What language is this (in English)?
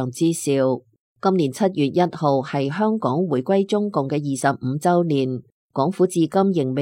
Cantonese